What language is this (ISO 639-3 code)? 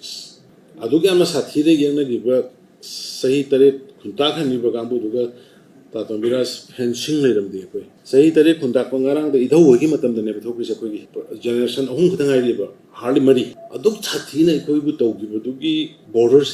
mni